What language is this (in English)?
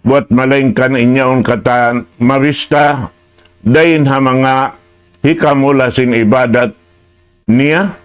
Tausug